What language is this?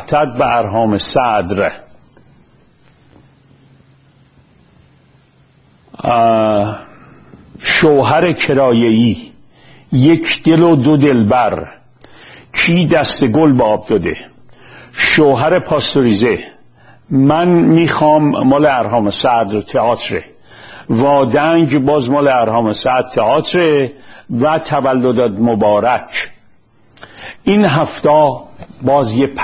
Persian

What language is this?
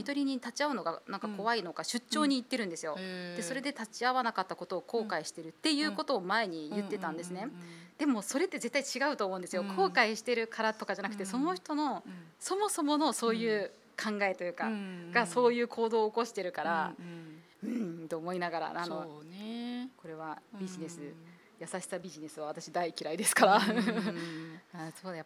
Japanese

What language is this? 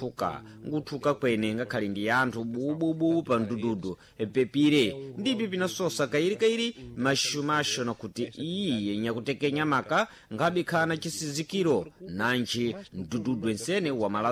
Sena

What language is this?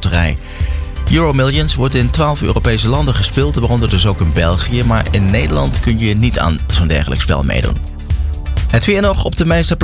Dutch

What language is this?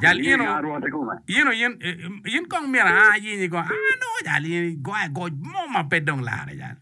Acoli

